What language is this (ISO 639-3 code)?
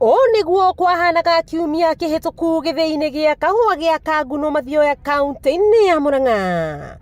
kik